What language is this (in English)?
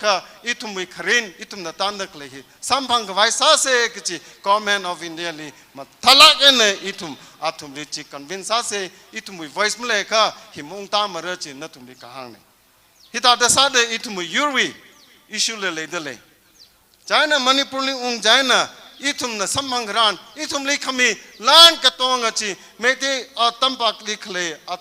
Tangkhul Naga (India)